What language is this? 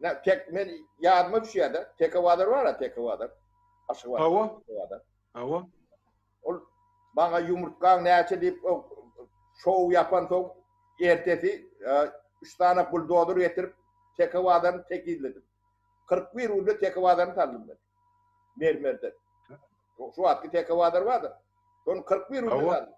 Turkmen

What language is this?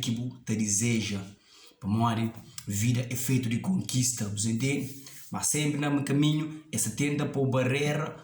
Kabuverdianu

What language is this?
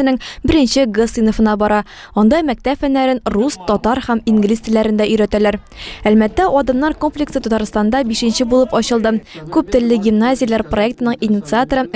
Tatar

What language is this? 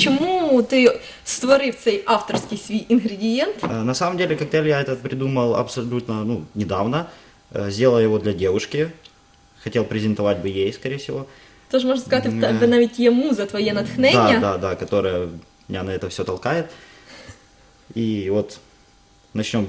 Ukrainian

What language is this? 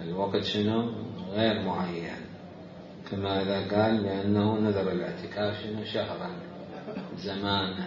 Mesopotamian Arabic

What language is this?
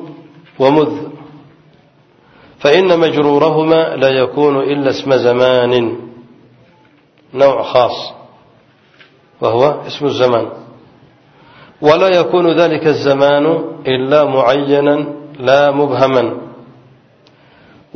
Arabic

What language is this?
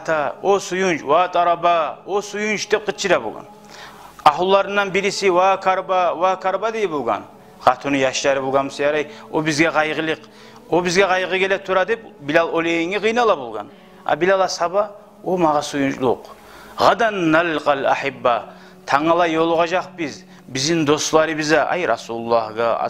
Kumyk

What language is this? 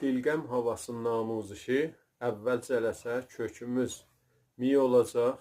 South Azerbaijani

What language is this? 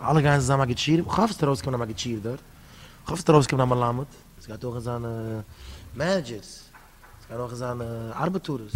Yiddish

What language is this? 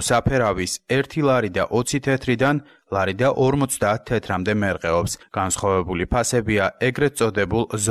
Georgian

